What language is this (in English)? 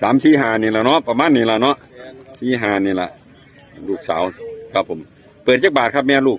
Northeastern Thai